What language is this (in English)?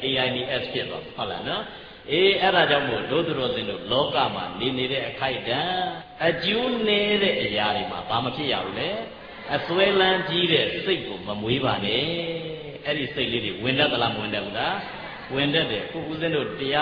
Burmese